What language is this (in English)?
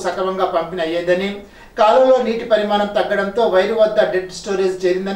Telugu